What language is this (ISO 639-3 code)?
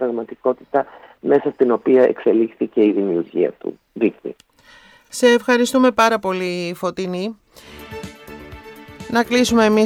ell